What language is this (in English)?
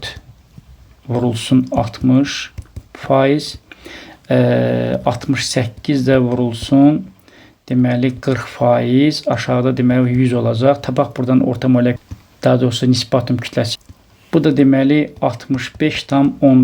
Azerbaijani